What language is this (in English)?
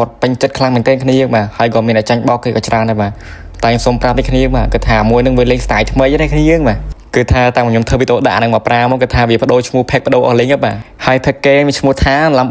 Khmer